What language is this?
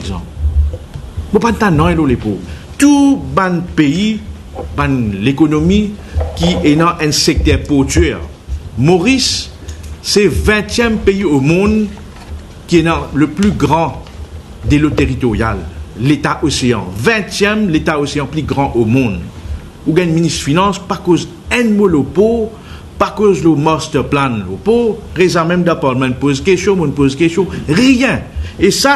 Morisyen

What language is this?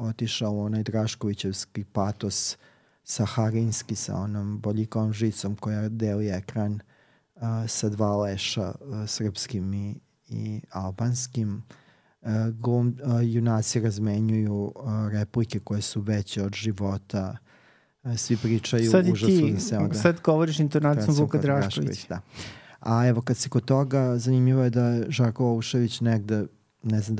Serbian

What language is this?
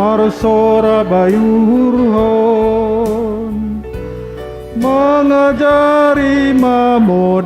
Batak Simalungun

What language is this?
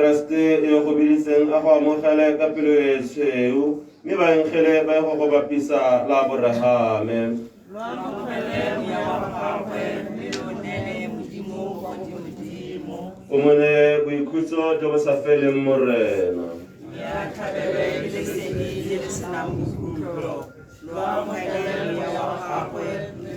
Tswana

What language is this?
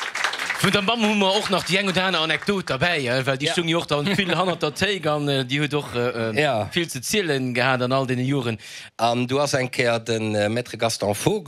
Luxembourgish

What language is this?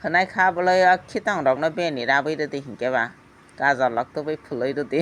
Kok Borok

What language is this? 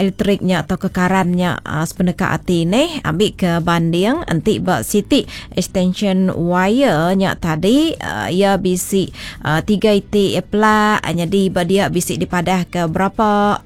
Iban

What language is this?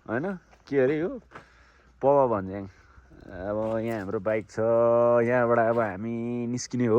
Nepali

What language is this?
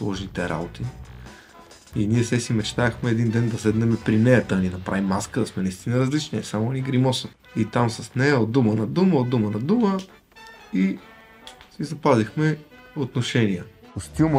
Bulgarian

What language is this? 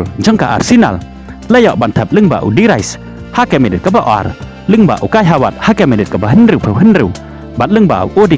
Khasi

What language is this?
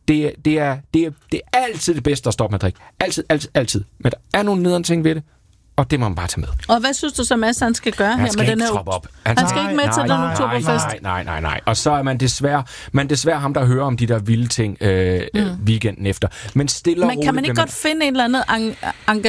Danish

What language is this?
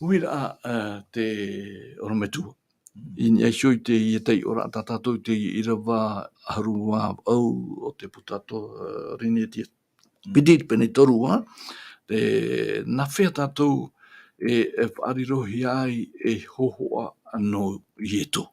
Tahitian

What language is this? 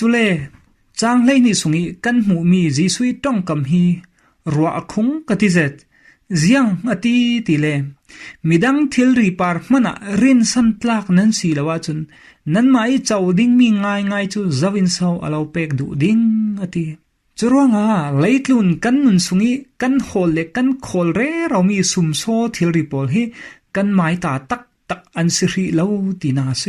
Falam Chin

